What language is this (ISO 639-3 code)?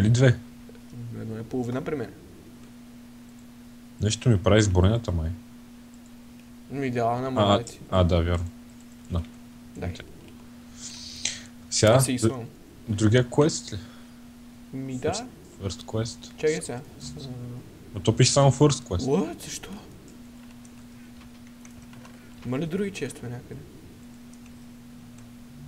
bul